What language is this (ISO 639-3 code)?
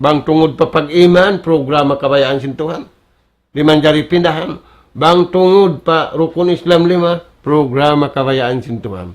tsg